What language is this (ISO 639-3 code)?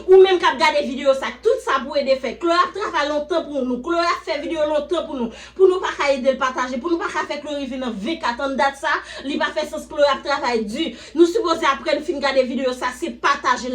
hat